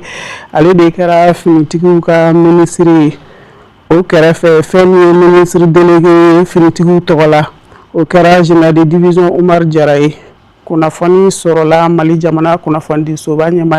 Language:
Bambara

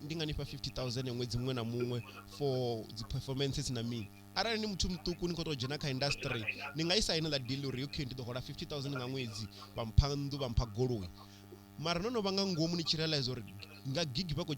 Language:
Venda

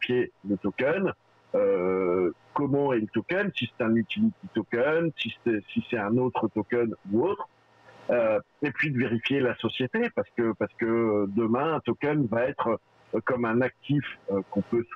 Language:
French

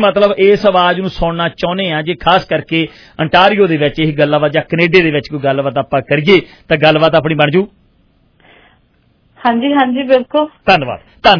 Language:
Punjabi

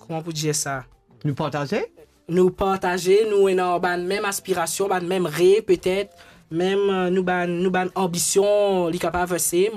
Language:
Morisyen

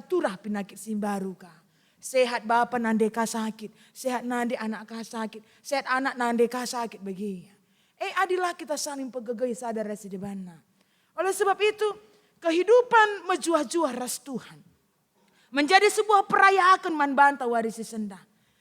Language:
Batak Karo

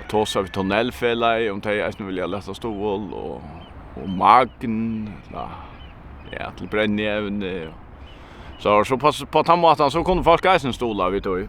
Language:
Faroese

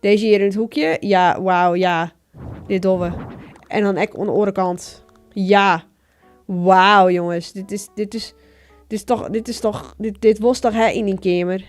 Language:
Western Frisian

